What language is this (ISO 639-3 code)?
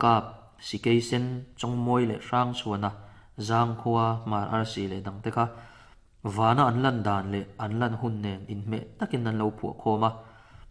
lus